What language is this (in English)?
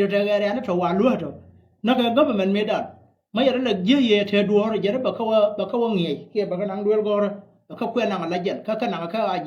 Nuer